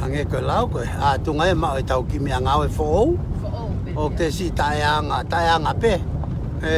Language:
Tongan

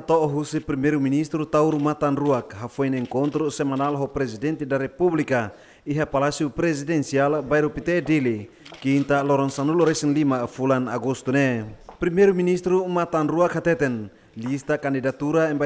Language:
Tetum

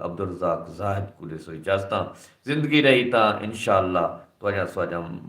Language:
Saraiki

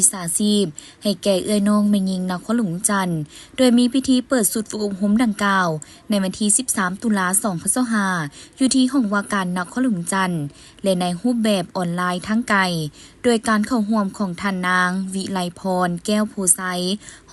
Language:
Lao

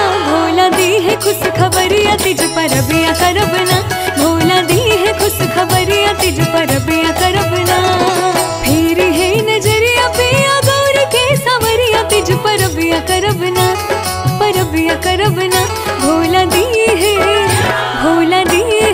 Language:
Bhojpuri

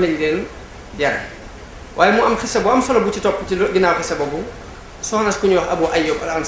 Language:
Wolof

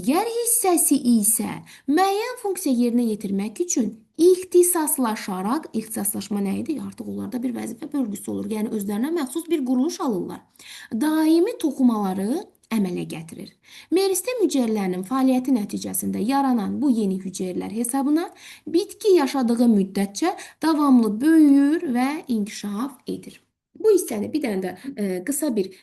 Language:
Azerbaijani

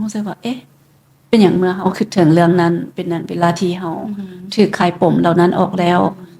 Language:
Lao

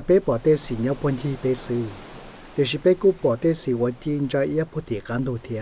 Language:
Hmong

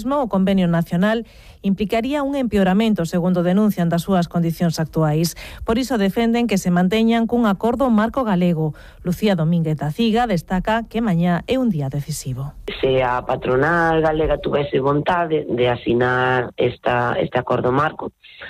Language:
Galician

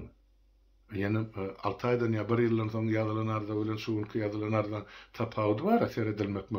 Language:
Turkmen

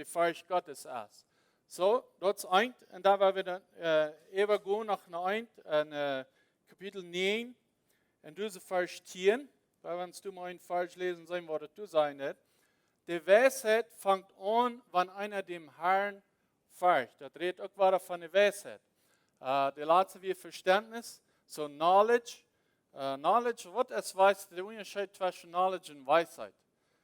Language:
Plautdietsch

